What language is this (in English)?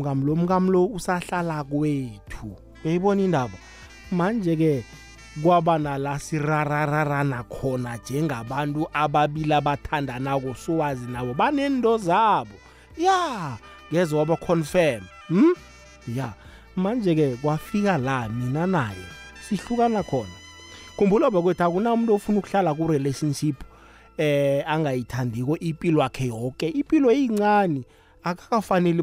South Ndebele